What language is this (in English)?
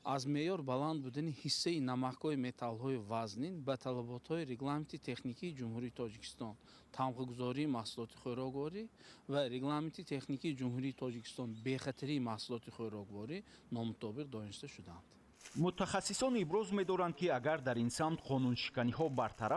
Tajik